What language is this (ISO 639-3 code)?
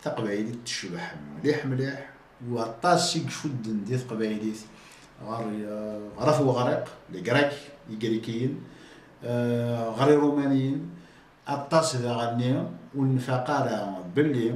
kab